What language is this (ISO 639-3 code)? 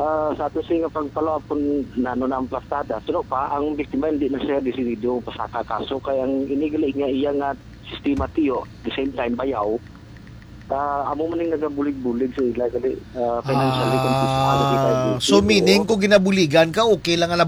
hil